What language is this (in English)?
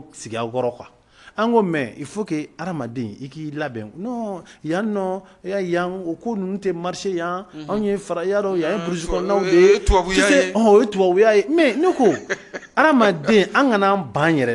Bambara